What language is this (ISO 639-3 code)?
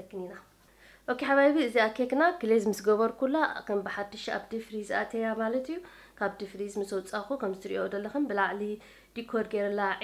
tir